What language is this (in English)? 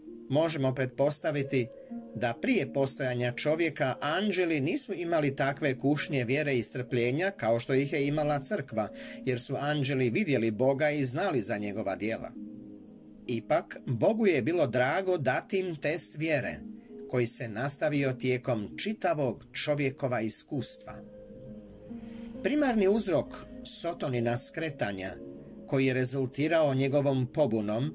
Croatian